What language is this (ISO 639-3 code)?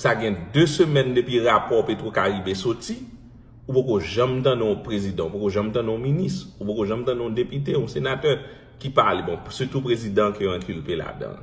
hat